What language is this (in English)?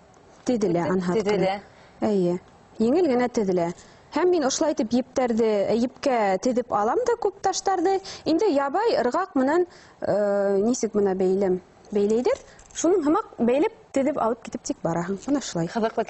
Bashkir